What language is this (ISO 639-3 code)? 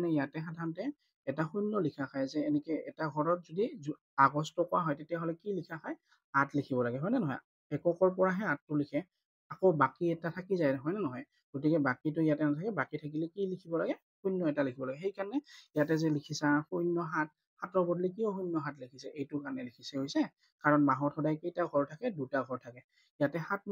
asm